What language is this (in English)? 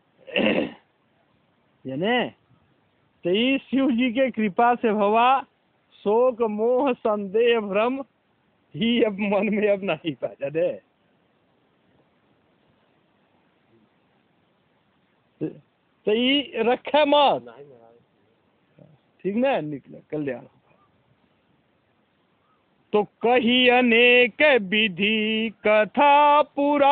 Hindi